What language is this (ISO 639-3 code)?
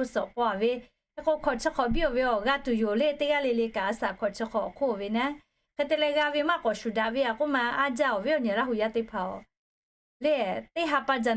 lhu